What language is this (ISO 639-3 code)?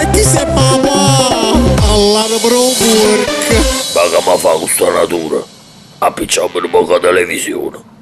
nap